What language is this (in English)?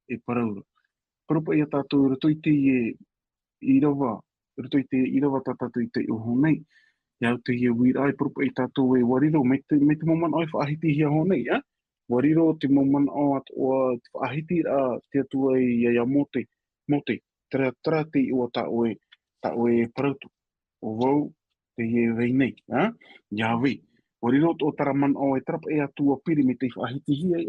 Tahitian